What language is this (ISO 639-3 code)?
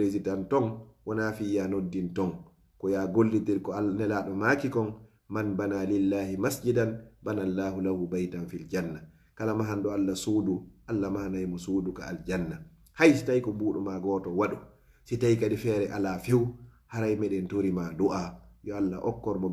ful